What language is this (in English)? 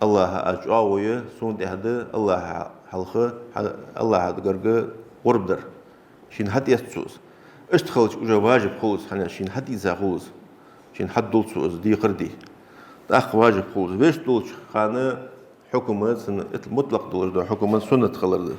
Ingush